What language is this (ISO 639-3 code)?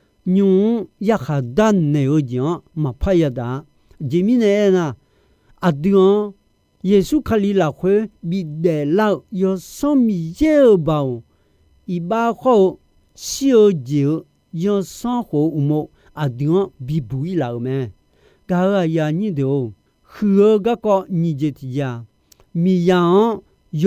ahk